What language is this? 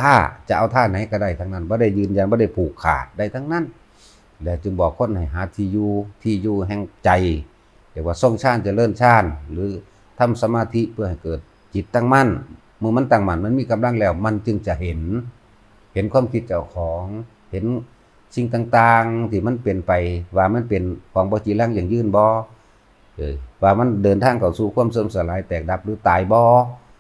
Northeastern Thai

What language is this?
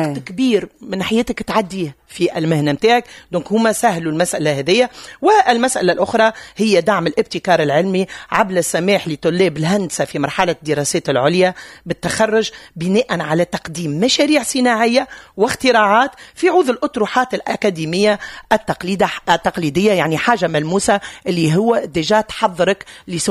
Tunisian Arabic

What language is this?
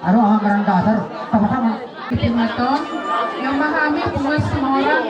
Batak Toba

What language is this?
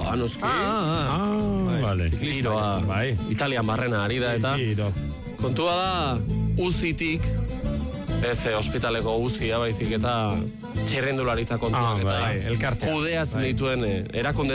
Basque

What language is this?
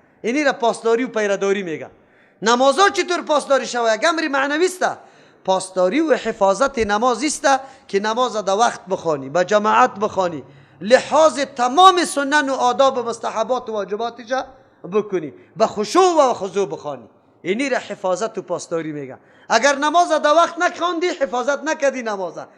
Persian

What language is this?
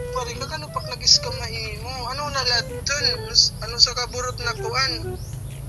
Waray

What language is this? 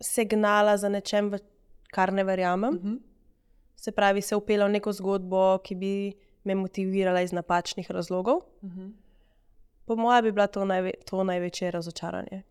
Slovenian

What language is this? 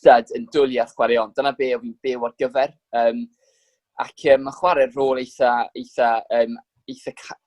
Welsh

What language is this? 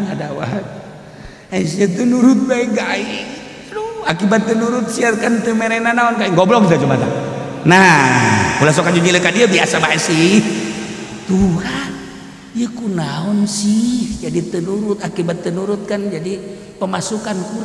Sundanese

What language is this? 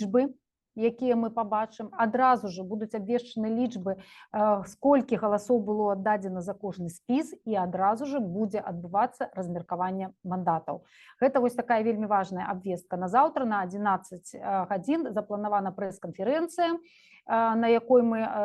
Belarusian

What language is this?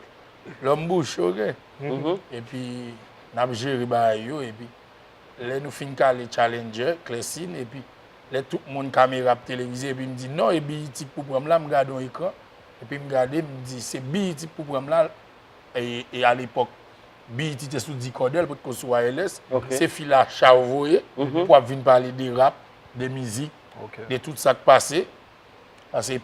Haitian Creole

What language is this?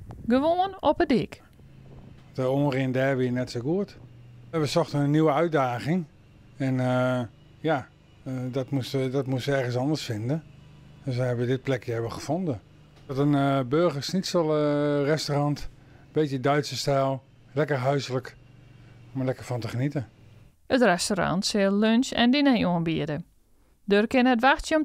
Western Frisian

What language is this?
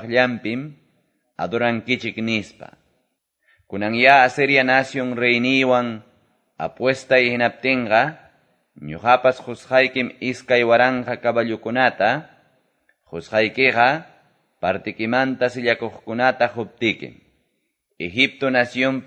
Quechua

